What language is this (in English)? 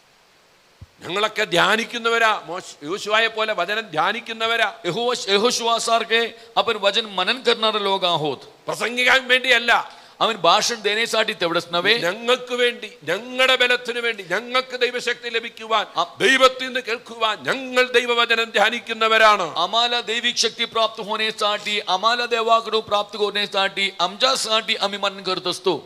Malayalam